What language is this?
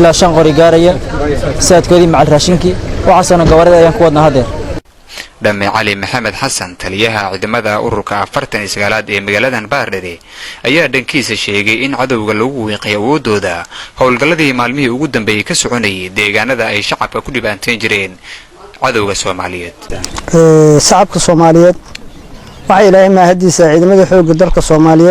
Somali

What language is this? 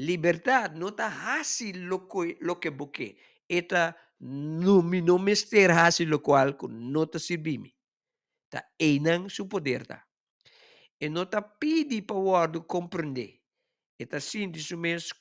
Papiamento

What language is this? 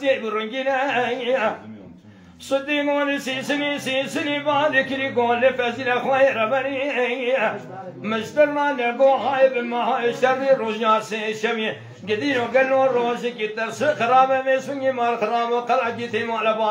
Kurdish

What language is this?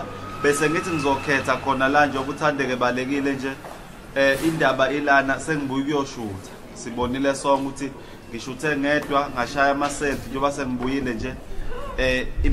Zulu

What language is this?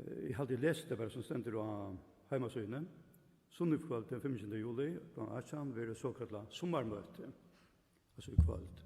Faroese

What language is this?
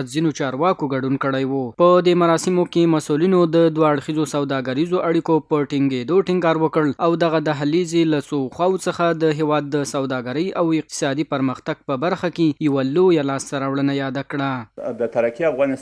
Pashto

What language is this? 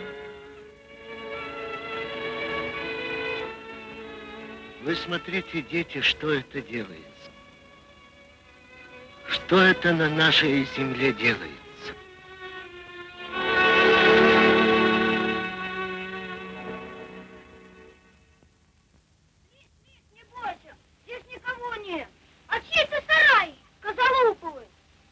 Russian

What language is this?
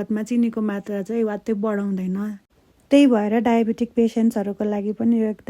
Nepali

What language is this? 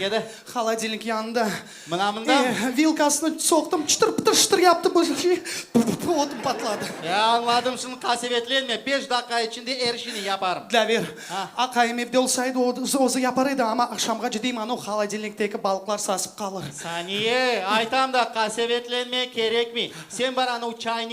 Crimean Tatar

